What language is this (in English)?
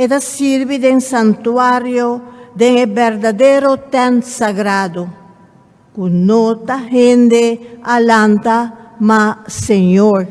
Papiamento